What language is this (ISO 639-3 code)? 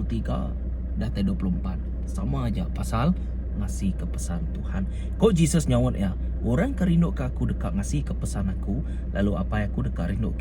iba